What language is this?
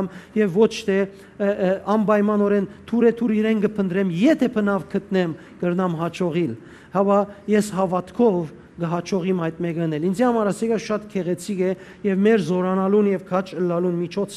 Western Armenian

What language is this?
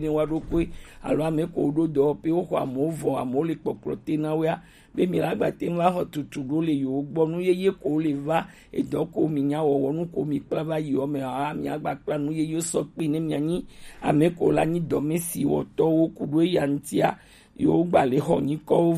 Gen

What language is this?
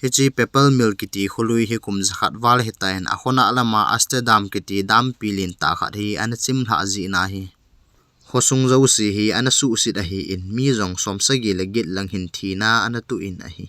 Thado Chin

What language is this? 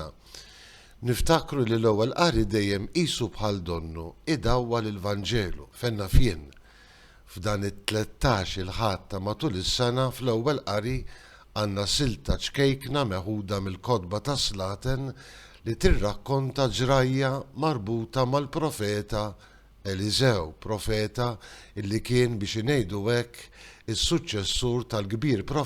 Maltese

